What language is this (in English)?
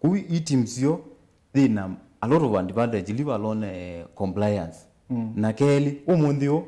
Kamba